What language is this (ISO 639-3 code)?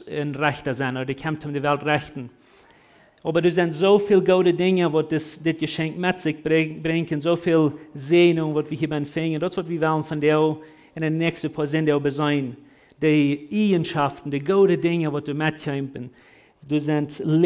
pdt